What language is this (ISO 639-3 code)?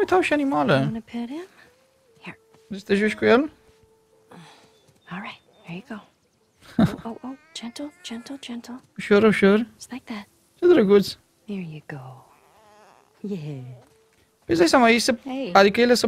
ron